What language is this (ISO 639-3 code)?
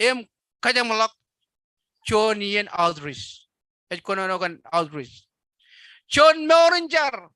mah